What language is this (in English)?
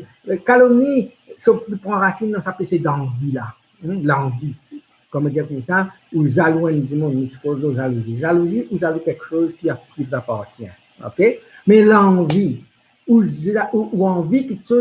Morisyen